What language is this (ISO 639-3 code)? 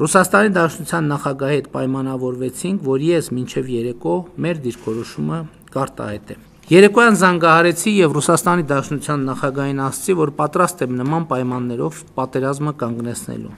hye